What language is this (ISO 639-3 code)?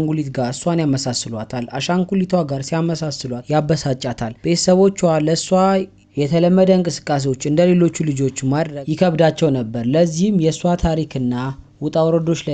amh